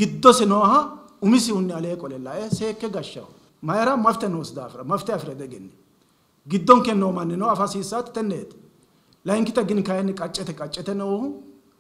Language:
Sidamo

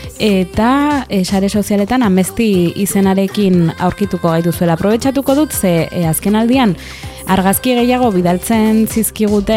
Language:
Basque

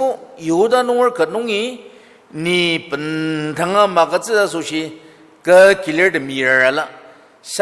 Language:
Ao Naga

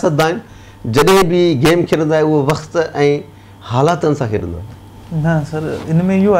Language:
Sindhi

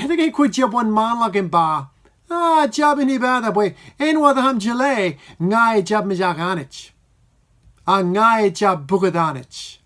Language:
Marshallese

